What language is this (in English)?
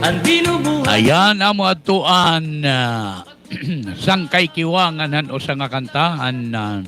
Waray